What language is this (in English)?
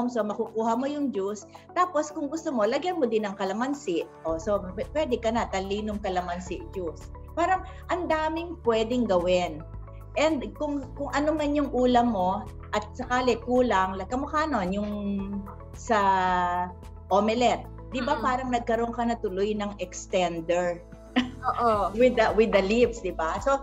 Filipino